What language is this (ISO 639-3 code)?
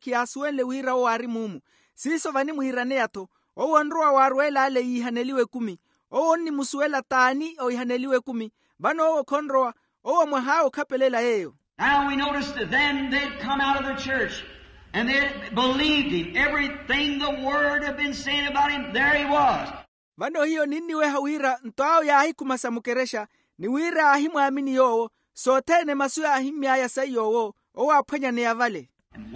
vmw